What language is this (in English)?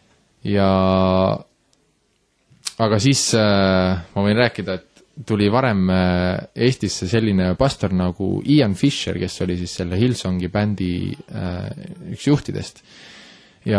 Estonian